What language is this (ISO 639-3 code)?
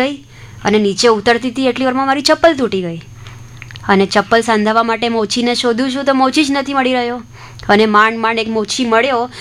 guj